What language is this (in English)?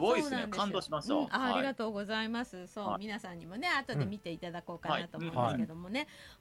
Japanese